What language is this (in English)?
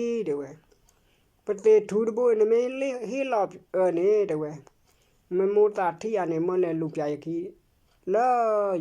S'gaw Karen